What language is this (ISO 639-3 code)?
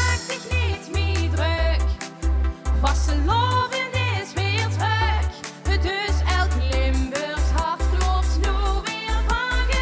lim